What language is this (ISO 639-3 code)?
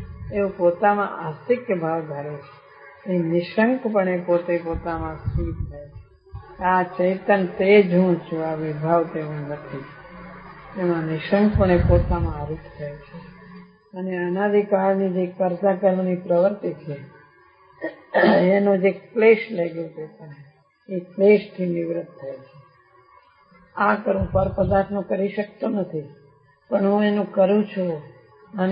guj